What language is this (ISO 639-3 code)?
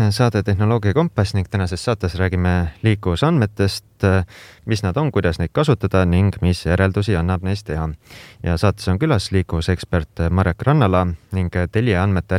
est